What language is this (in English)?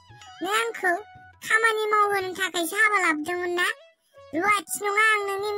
Bodo